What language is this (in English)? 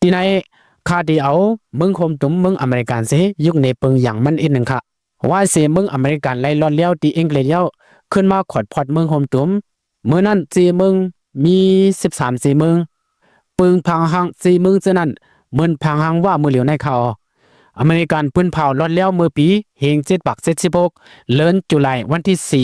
Shan